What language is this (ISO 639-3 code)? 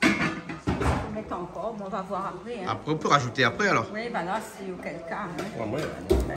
rcf